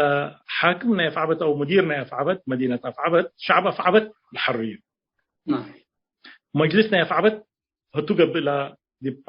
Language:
Tigre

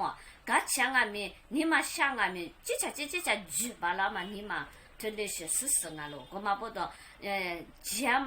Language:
Lisu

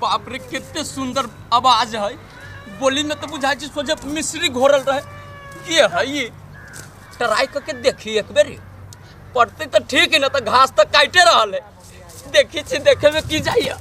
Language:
Maithili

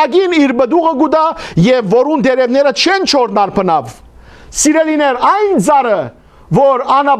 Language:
Western Armenian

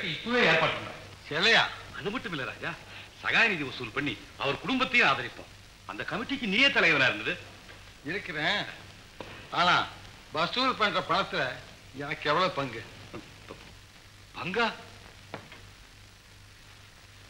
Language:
Tamil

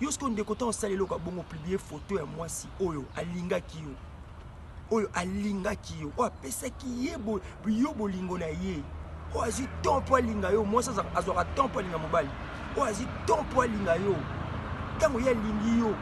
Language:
Lingala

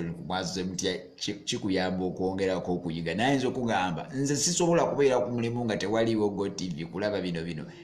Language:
Ganda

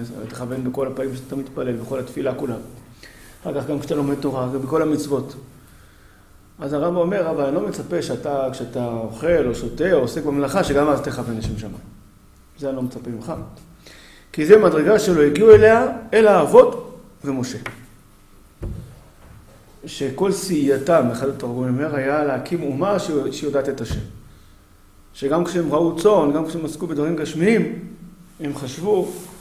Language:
Hebrew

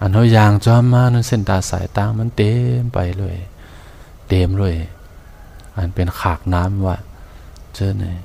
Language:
Shan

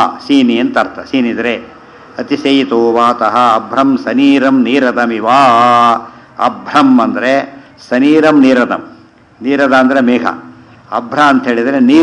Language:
Kannada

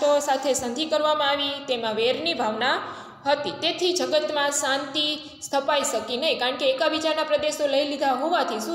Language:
Gujarati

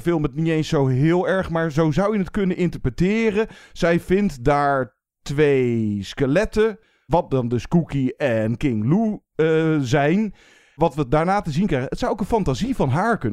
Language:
Dutch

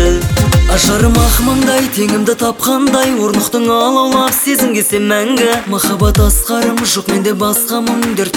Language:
Kazakh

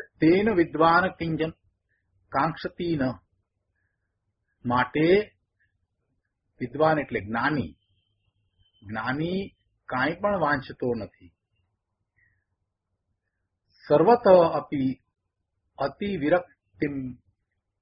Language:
Gujarati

